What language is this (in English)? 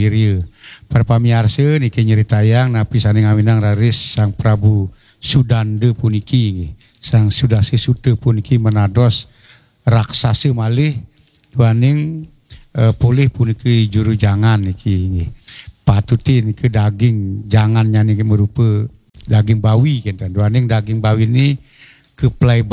Balinese